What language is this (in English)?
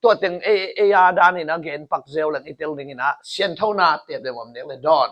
Tedim Chin